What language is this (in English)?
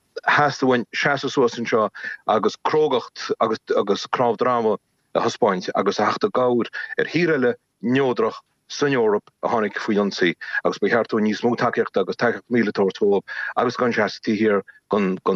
Irish